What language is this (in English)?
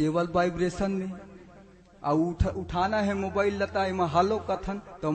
Chhattisgarhi